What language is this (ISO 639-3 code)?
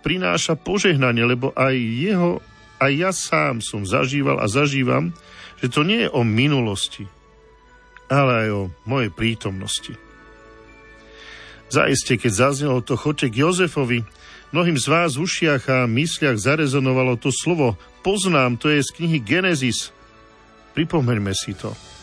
slk